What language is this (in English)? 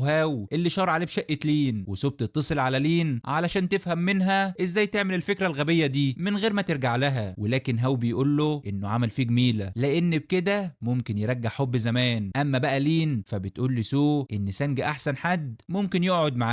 Egyptian Arabic